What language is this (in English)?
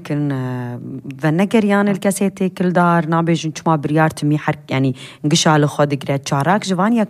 Kurdish